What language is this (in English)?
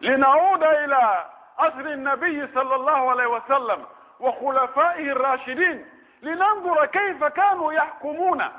Pular